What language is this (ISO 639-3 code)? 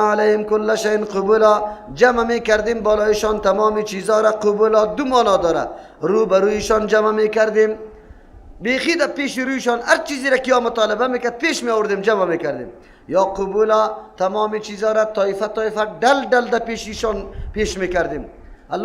fas